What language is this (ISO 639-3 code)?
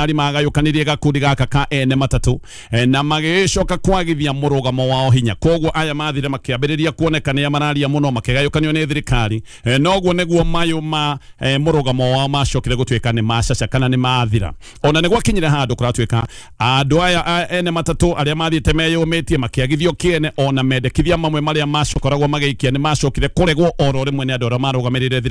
kik